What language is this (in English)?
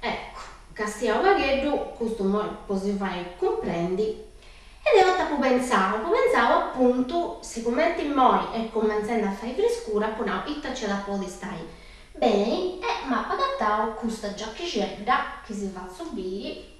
Sardinian